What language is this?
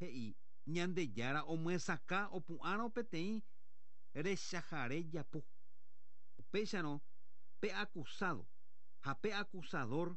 Guarani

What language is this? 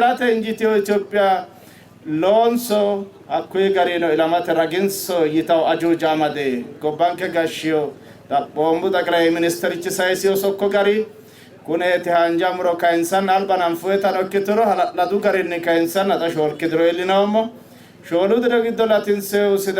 Sidamo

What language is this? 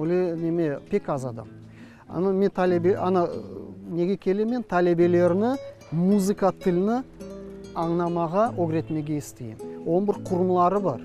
Crimean Tatar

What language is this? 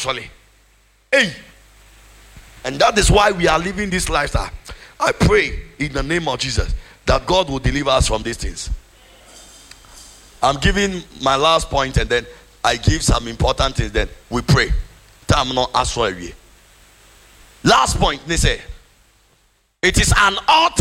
English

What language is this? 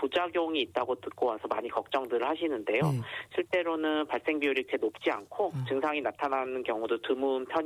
Korean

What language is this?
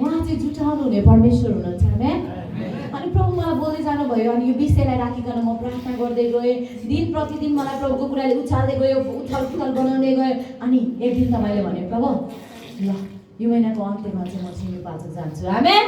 Nepali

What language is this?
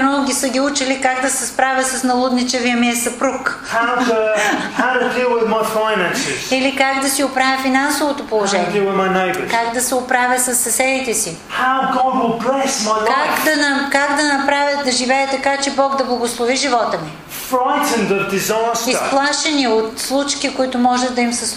Bulgarian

